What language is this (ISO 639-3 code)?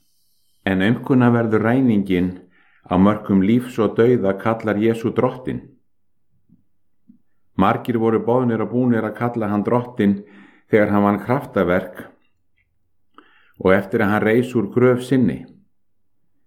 isl